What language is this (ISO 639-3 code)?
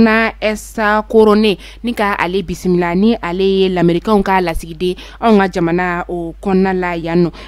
bam